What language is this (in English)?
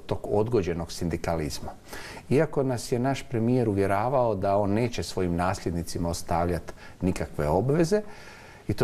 Croatian